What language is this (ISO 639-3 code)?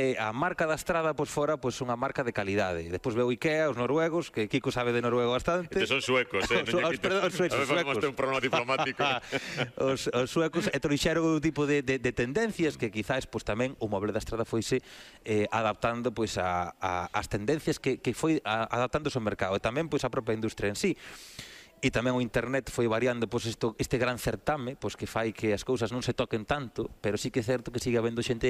glg